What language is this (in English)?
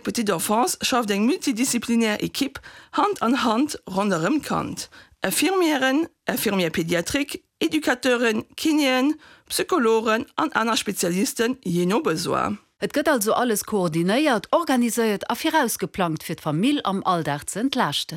Luxembourgish